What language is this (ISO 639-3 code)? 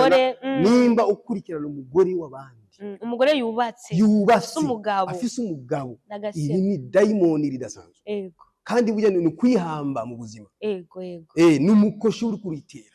run